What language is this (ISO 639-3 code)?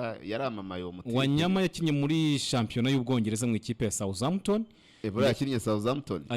kin